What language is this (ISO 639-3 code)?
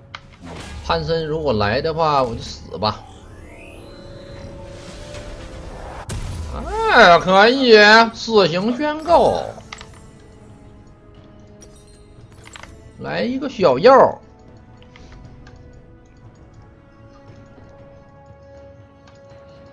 zho